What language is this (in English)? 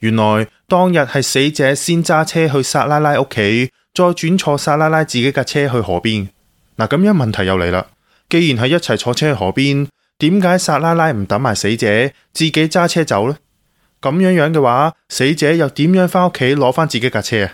Cantonese